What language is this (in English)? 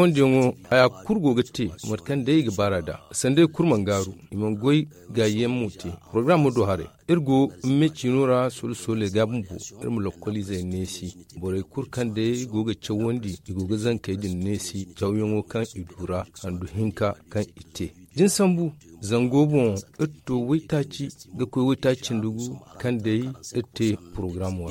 Zarma